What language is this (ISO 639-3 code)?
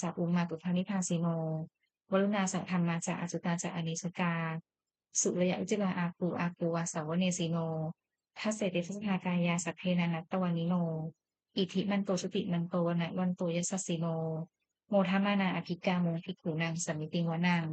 pli